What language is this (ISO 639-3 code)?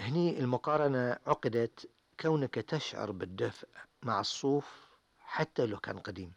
afb